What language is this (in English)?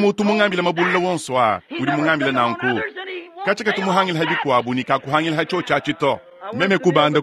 Luba-Lulua